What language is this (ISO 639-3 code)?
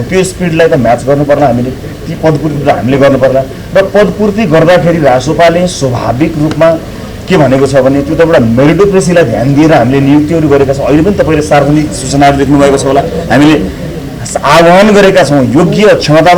nep